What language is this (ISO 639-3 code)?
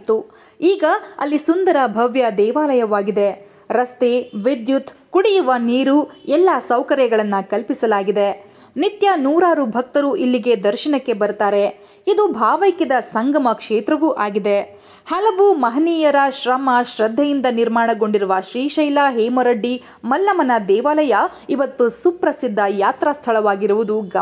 kan